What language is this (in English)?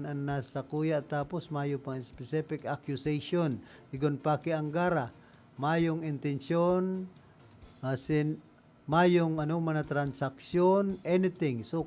Bikol